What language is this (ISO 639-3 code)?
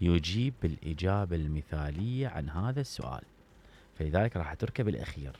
acm